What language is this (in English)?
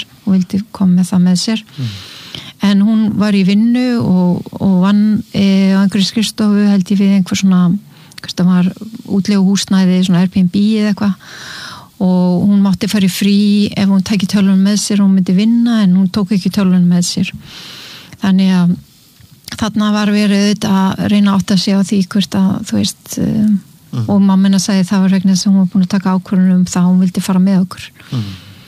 Icelandic